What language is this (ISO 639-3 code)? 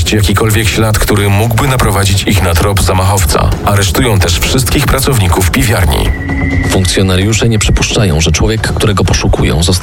pol